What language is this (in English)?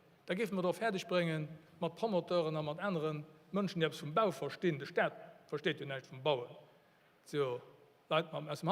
Luxembourgish